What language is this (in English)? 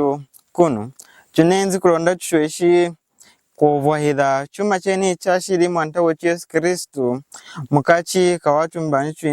Lunda